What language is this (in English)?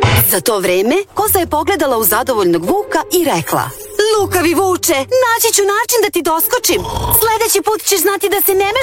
Serbian